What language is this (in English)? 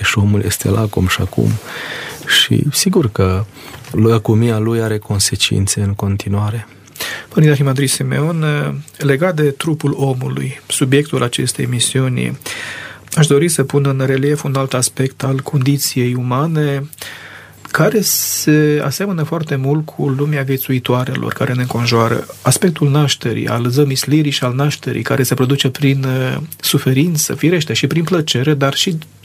Romanian